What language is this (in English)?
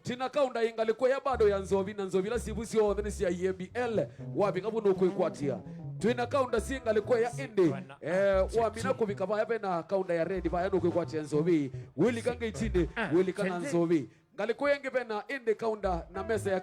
Kamba